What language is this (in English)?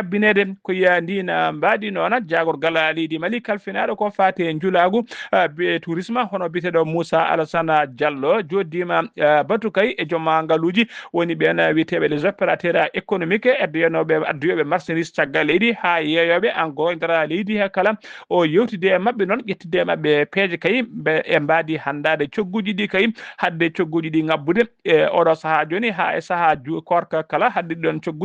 Fula